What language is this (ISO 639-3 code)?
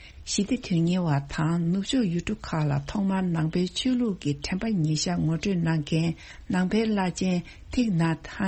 bod